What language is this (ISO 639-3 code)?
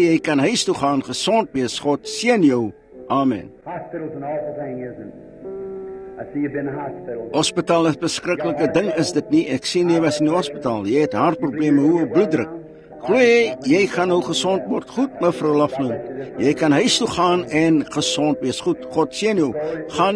afr